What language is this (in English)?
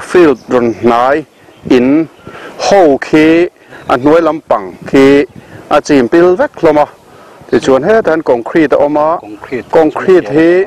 Mizo